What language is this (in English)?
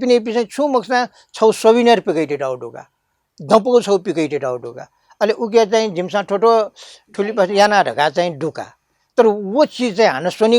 Newari